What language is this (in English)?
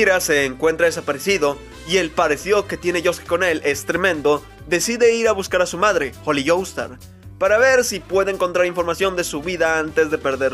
Spanish